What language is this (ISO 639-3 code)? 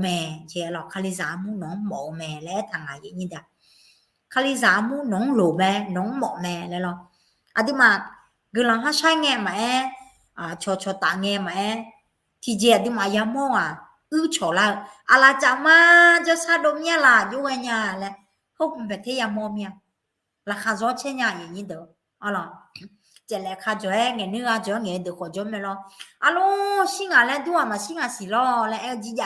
ahk